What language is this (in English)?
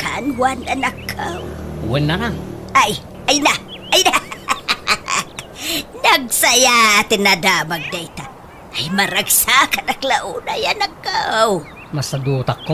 Iloko